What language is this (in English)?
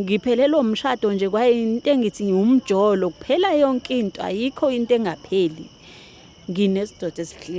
Zulu